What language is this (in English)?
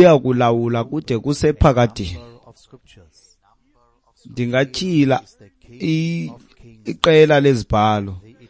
Xhosa